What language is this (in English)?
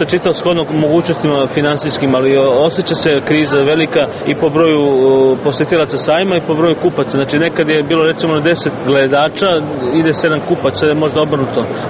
Serbian